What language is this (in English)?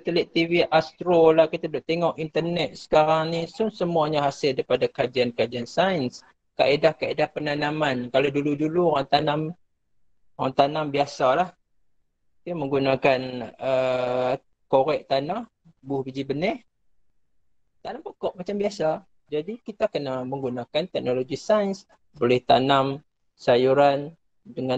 Malay